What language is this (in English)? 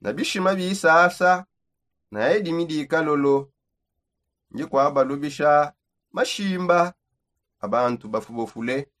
Songe